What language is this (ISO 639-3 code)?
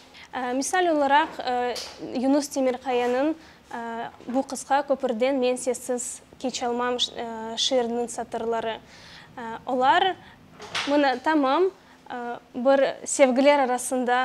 crh